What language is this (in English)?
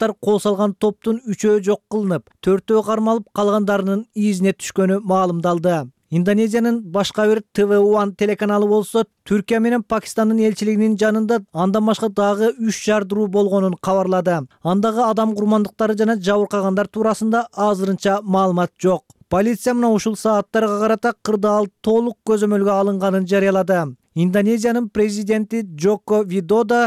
Kyrgyz